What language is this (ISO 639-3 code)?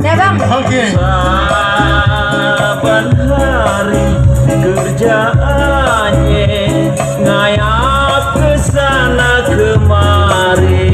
bew